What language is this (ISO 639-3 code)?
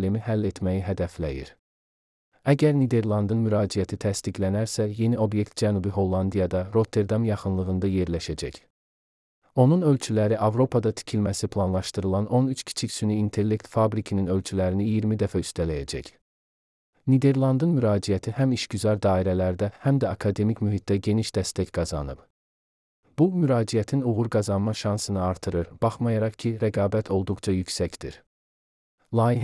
aze